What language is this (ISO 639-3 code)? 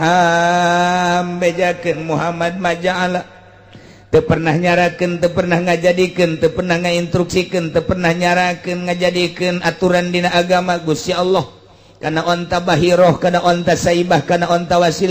sun